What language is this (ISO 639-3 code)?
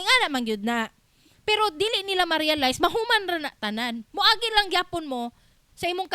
ceb